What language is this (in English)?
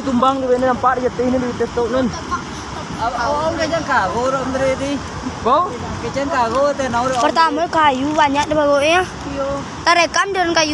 Minangkabau